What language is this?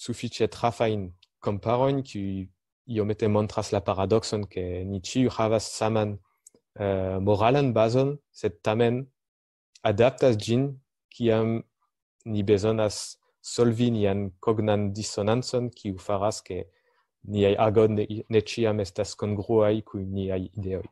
Esperanto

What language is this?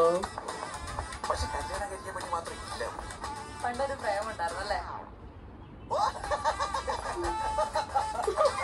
Malayalam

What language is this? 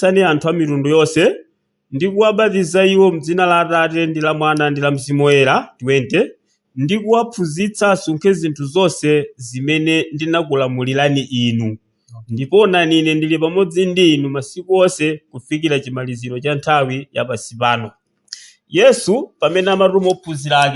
Nyanja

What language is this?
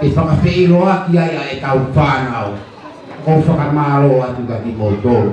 Tongan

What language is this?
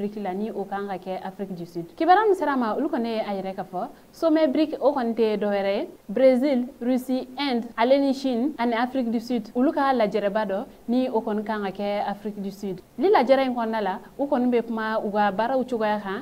Bambara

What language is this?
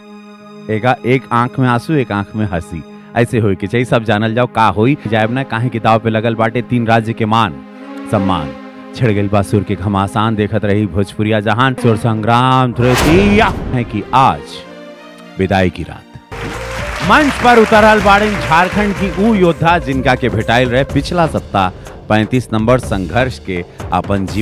Bhojpuri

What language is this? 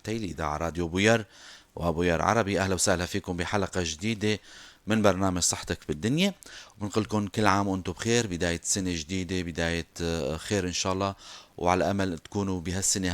North Levantine Arabic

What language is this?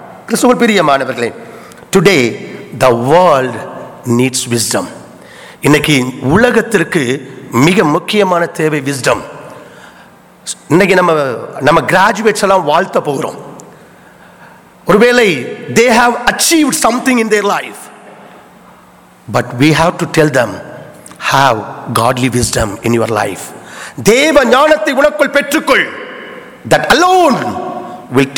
Tamil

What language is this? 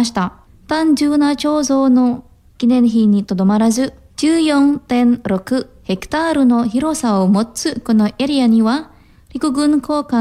Japanese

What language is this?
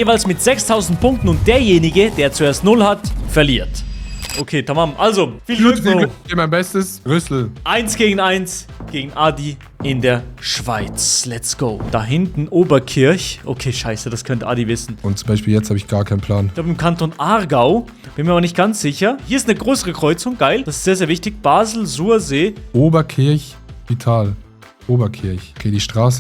Swiss German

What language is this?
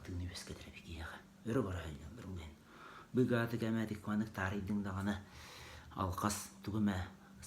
Yakut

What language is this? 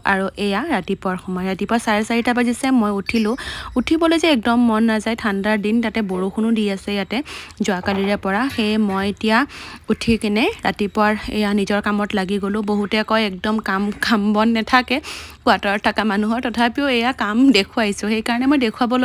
Assamese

